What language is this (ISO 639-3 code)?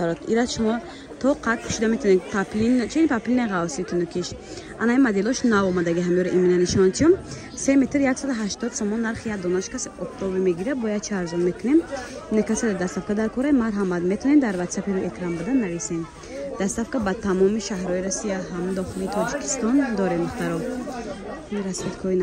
tgk